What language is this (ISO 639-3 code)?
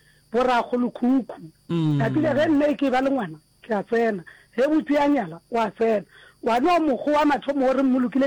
nso